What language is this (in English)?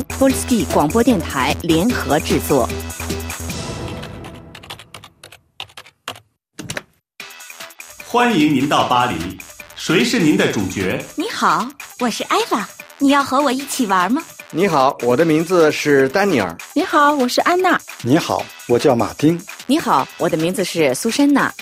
Chinese